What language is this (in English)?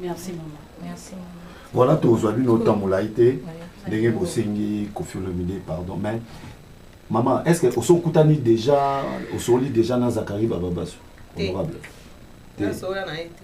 Lingala